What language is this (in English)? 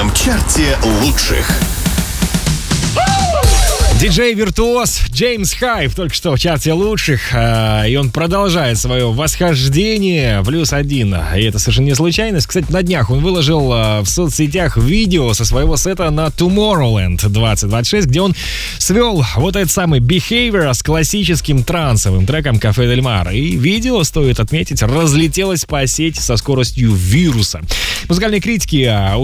Russian